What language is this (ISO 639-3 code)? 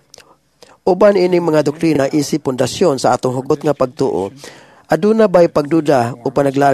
ceb